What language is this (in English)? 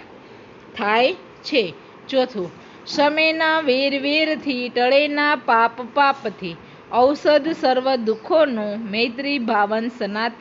Gujarati